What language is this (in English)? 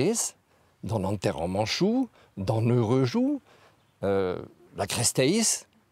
Breton